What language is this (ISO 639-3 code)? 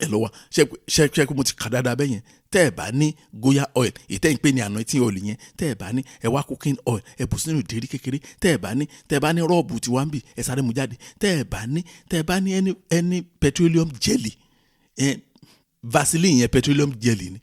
yor